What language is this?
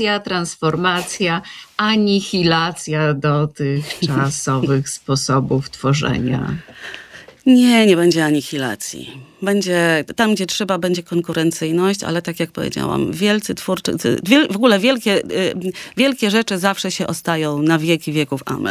Polish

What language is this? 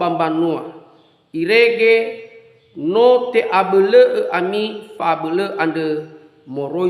Nias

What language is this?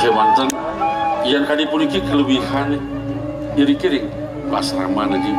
Balinese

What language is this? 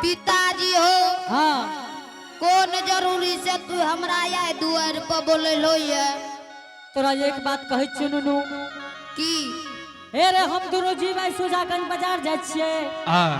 Angika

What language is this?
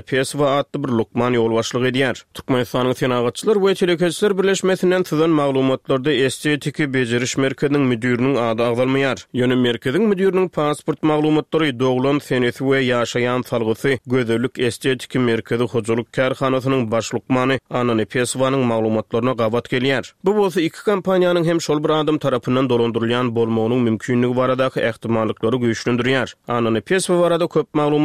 Turkmen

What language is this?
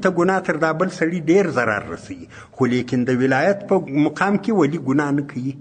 Pashto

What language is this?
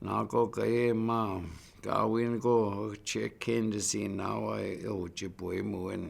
Chippewa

